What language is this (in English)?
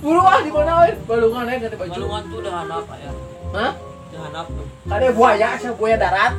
Sundanese